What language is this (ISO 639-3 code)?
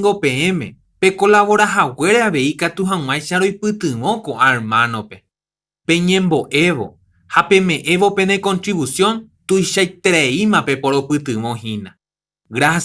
grn